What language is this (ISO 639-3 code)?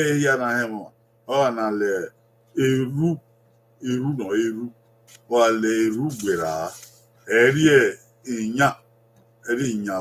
bin